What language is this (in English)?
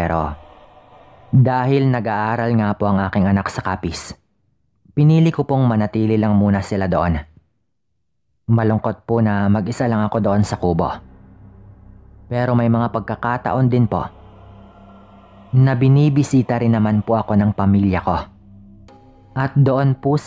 Filipino